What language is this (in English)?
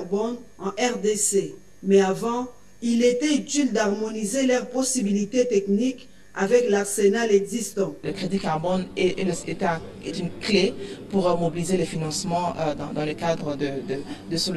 French